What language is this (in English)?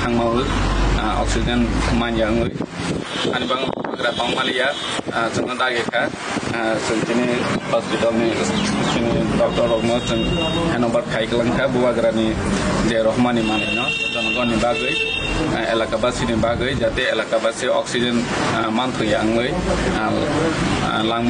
Kok Borok